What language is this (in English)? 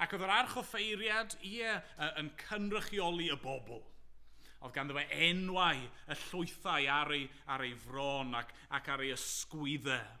Welsh